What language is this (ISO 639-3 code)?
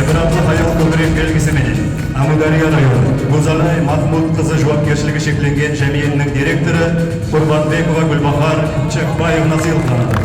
kaa